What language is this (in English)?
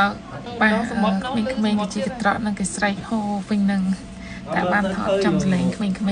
Khmer